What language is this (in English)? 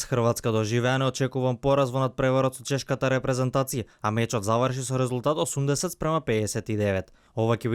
Macedonian